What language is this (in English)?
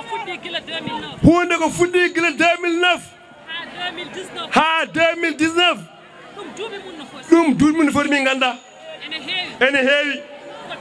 Fula